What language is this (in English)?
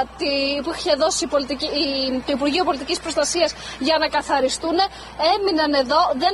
Greek